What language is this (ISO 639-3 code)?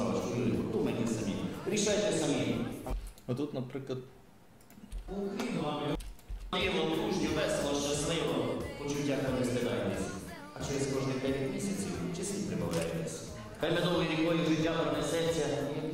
ukr